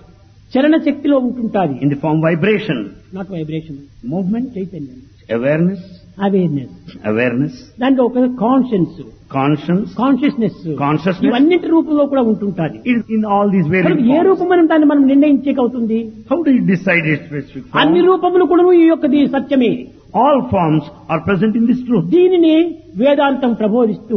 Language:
Telugu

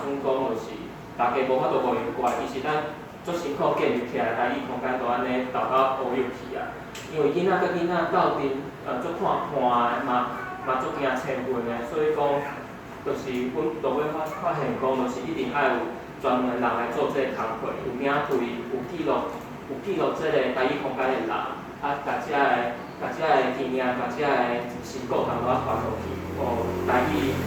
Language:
Min Nan Chinese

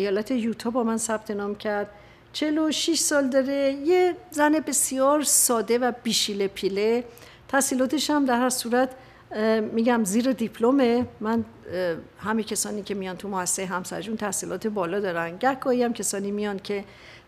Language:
Persian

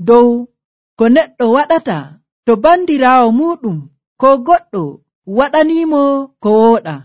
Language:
Nigerian Fulfulde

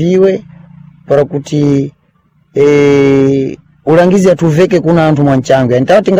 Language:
Sena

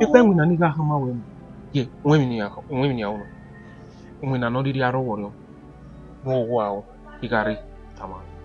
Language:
Bini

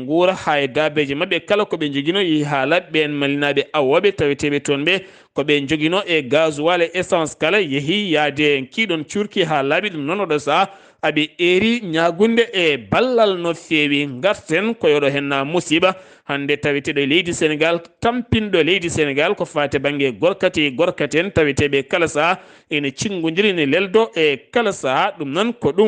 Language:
Fula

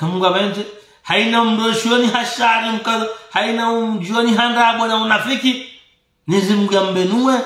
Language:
Ngazidja Comorian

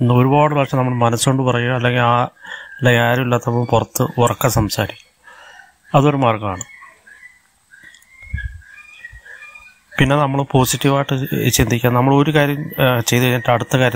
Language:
Malayalam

